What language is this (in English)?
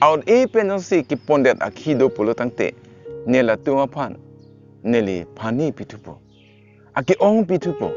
Karbi